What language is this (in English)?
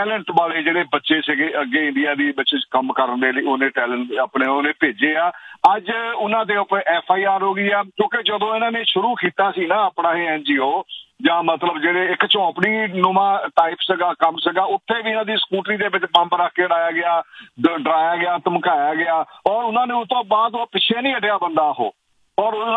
Punjabi